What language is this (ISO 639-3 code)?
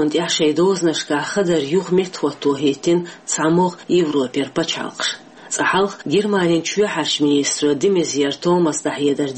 che